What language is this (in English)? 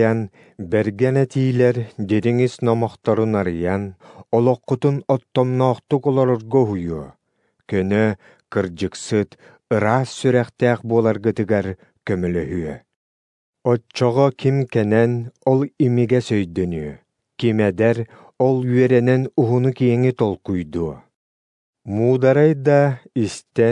Yakut